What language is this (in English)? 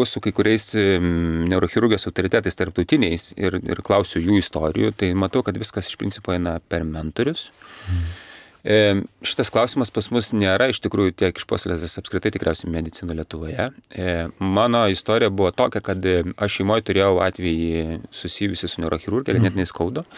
Lithuanian